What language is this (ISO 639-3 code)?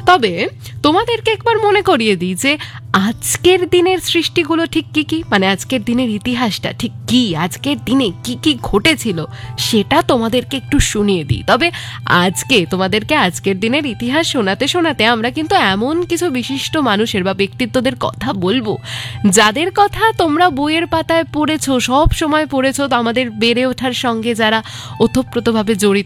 ben